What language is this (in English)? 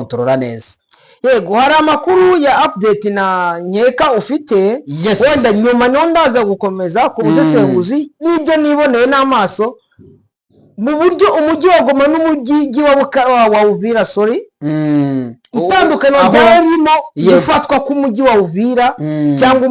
Kinyarwanda